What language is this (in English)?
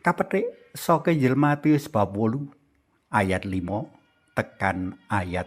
Javanese